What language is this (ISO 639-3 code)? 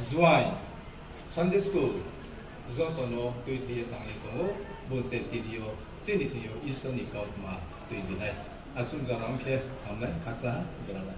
ria